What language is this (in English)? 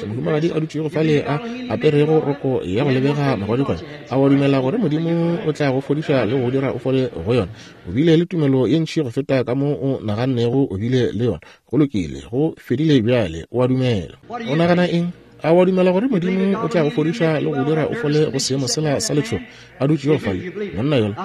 Northern Sotho